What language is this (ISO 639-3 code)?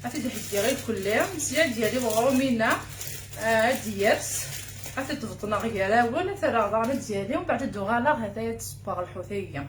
kab